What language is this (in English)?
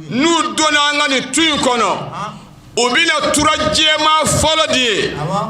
Bambara